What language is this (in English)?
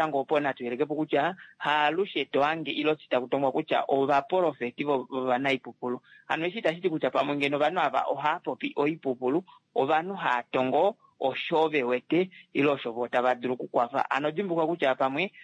Kuanyama